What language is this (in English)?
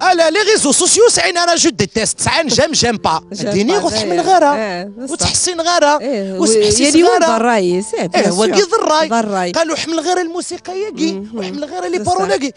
Kabyle